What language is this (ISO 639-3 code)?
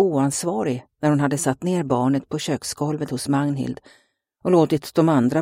swe